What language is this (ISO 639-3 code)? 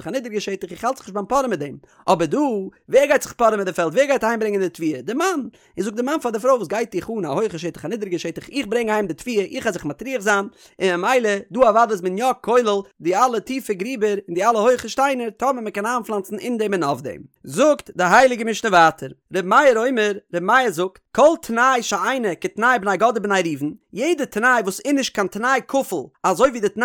yid